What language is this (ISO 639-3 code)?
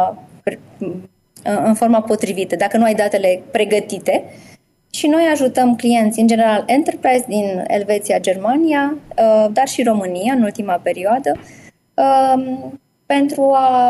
ron